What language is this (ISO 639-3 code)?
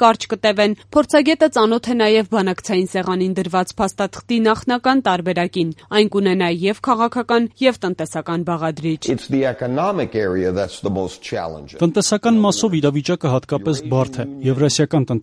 hye